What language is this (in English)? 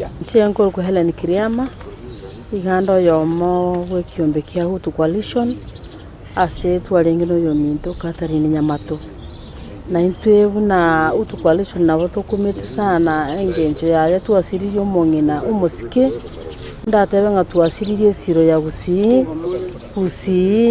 Gusii